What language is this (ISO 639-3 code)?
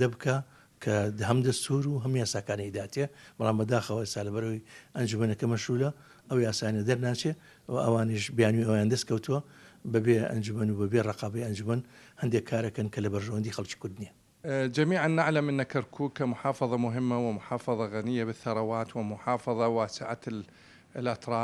ckb